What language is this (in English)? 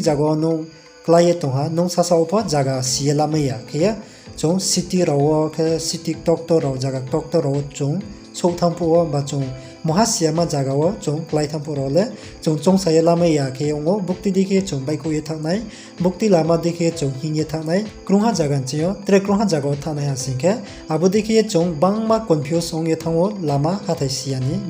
Riang (India)